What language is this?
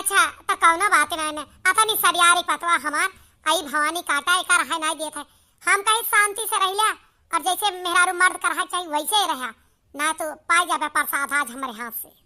Awadhi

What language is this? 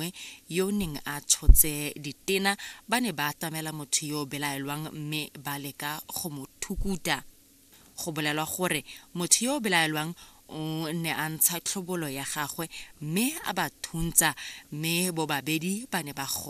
Tswana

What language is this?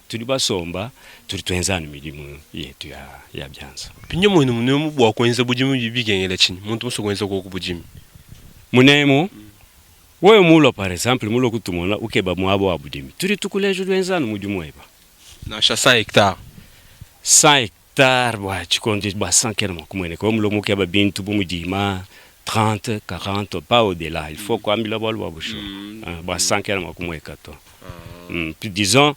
Luba-Lulua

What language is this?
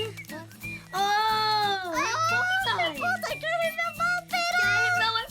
Māori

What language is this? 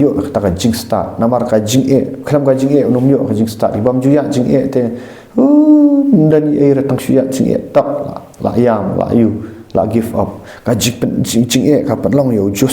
Khasi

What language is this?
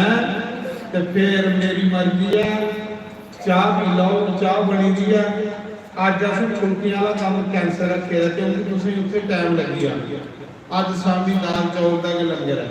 Dogri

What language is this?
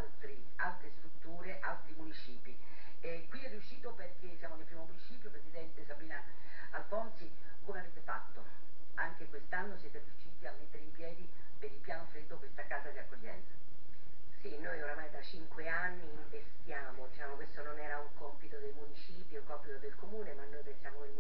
Italian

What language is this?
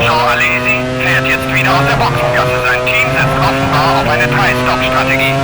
Bavarian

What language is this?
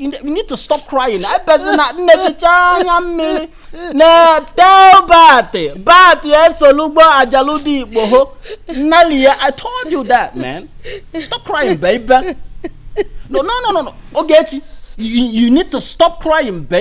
Igbo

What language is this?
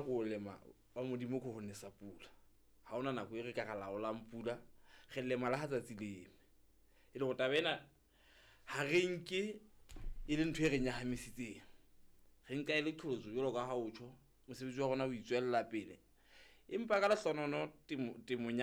Southern Sotho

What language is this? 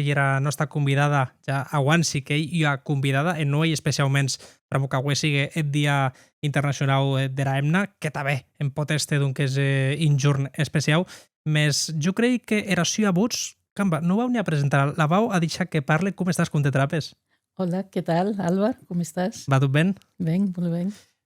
Occitan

